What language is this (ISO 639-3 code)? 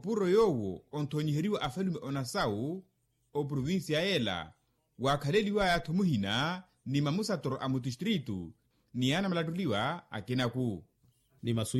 vmw